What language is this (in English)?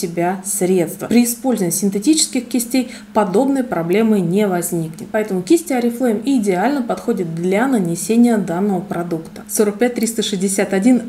Russian